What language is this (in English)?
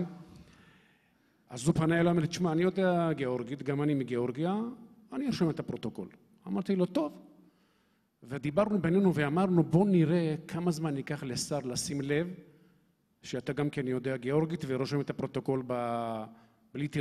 Hebrew